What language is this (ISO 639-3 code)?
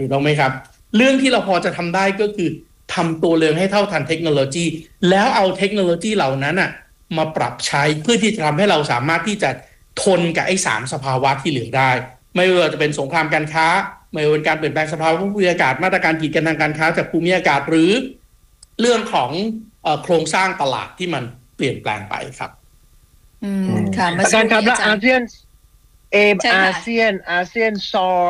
tha